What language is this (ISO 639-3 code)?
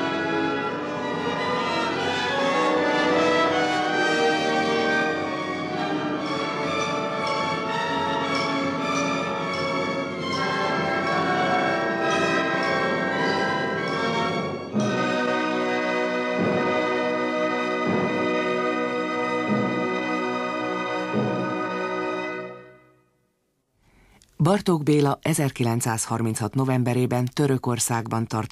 hun